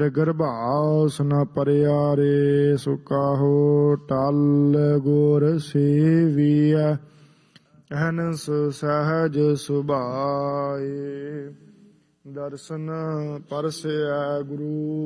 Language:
Punjabi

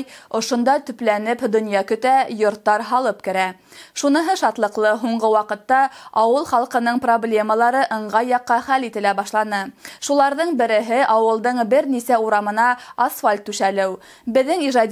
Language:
Bashkir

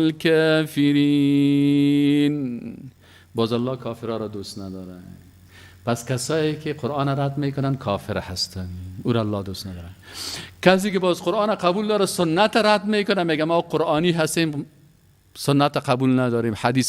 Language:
Persian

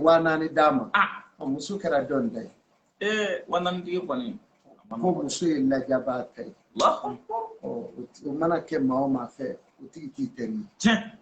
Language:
Bambara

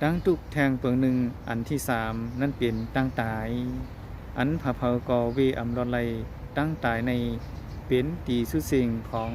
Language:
Shan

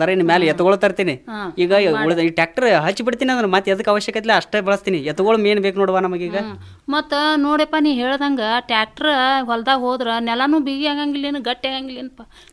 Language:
Kannada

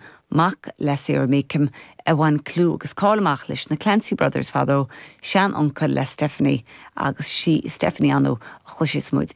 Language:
Irish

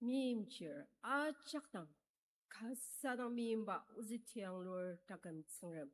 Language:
Ao Naga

